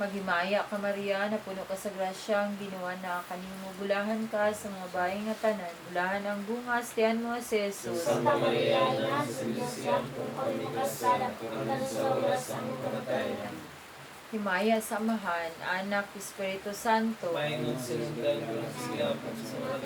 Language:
Cebuano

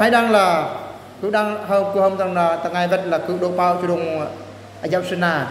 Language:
Eastern Bru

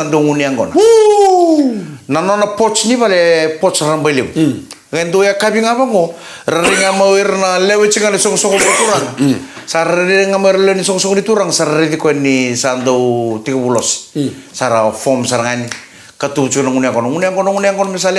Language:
Fijian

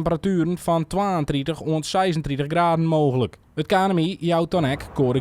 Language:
Western Frisian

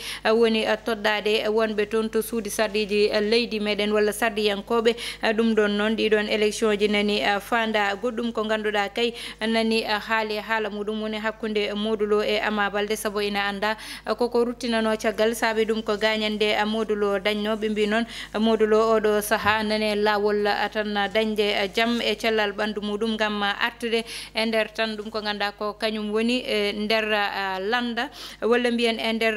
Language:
Fula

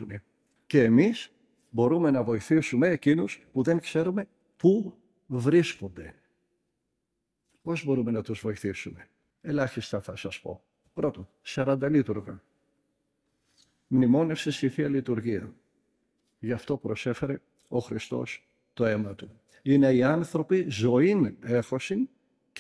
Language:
Greek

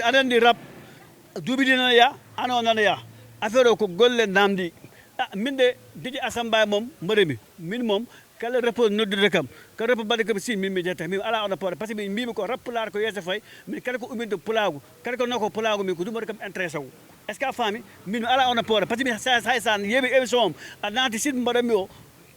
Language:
Fula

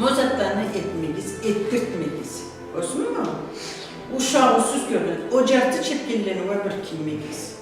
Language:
Karachay-Balkar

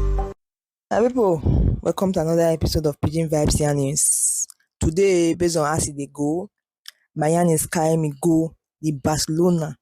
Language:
Nigerian Pidgin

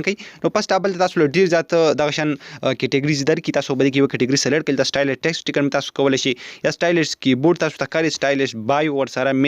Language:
Pashto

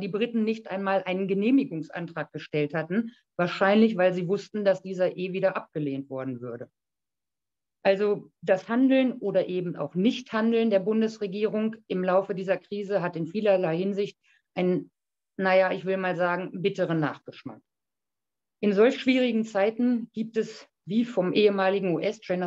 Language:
German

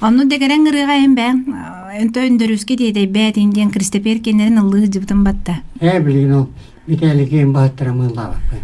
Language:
Yakut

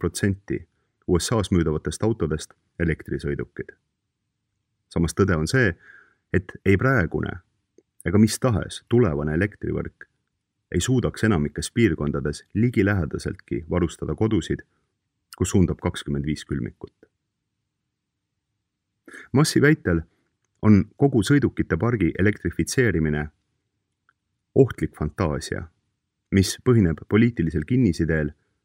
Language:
Estonian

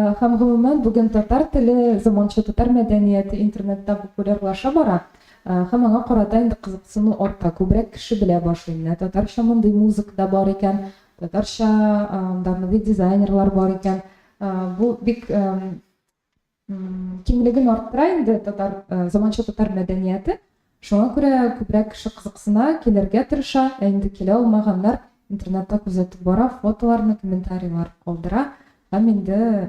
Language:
Tatar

